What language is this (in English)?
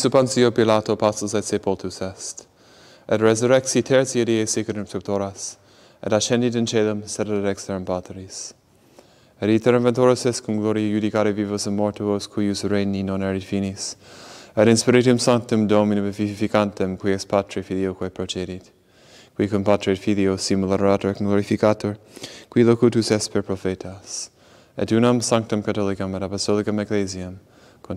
Latin